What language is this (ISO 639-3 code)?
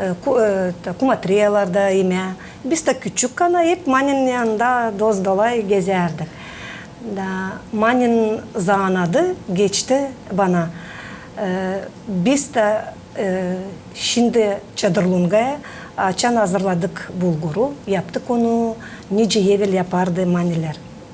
gag